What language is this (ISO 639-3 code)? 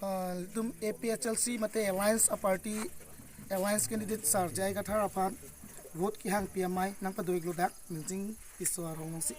mjw